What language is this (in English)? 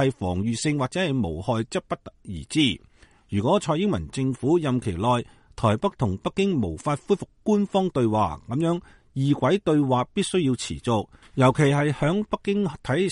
Cantonese